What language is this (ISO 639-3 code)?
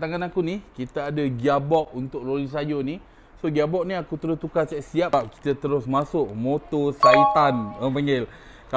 msa